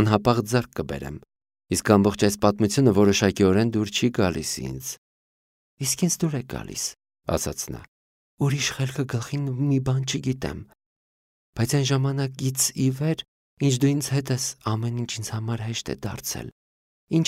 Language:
Armenian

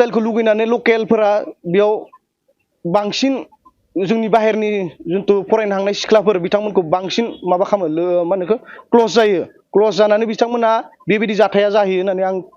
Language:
Bodo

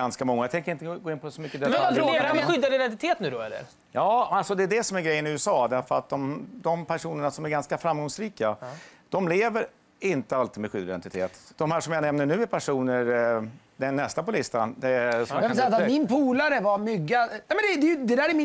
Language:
Swedish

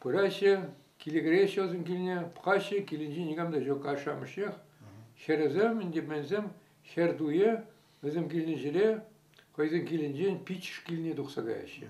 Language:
Chuvash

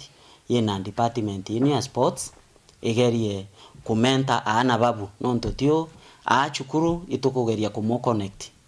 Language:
Meru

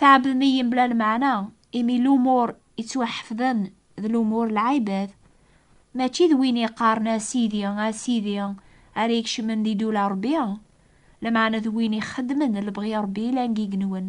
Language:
Kabyle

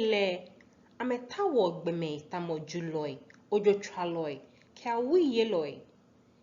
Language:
Ga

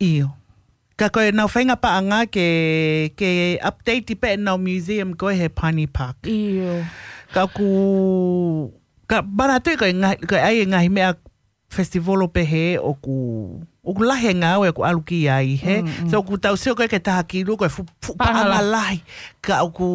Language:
Tongan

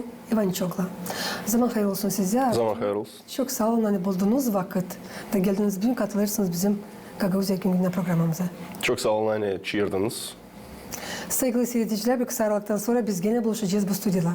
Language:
Gagauz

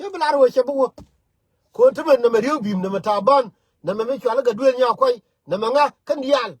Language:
Nuer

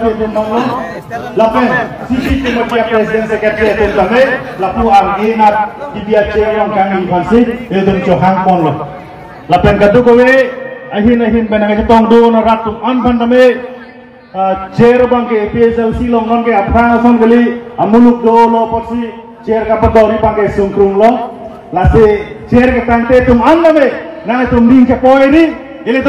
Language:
Karbi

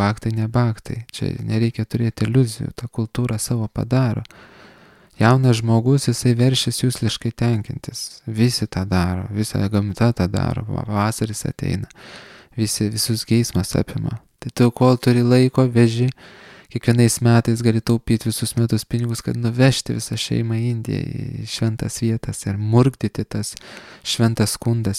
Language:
Lithuanian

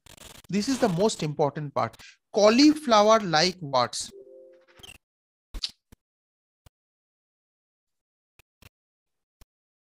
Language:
Bangla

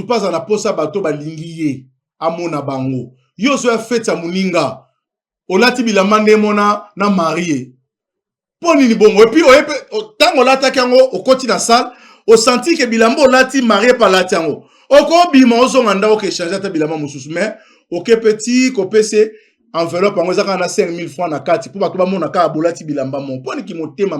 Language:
Lingala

